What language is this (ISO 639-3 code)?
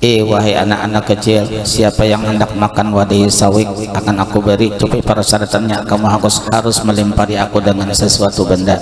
bjn